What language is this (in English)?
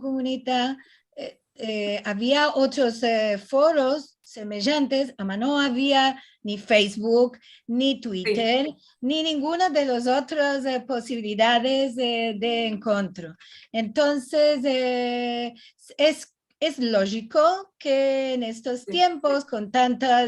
Ladino